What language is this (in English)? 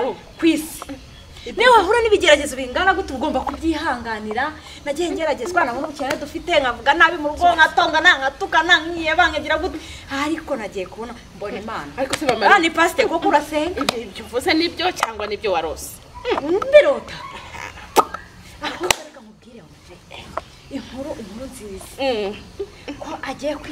Kinyarwanda